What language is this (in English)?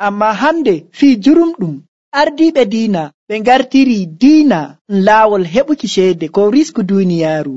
Nigerian Fulfulde